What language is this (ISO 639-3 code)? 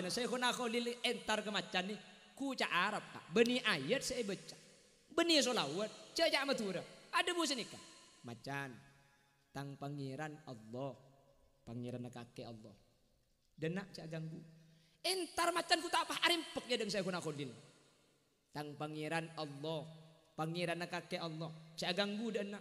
mad